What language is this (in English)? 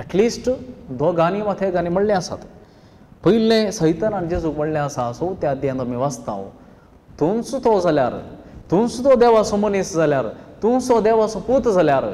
Konkani